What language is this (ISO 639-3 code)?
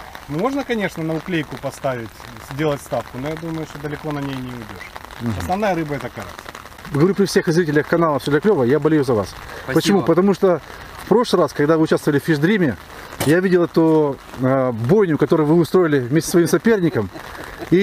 rus